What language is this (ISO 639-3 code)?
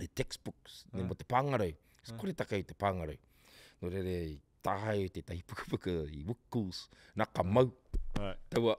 mri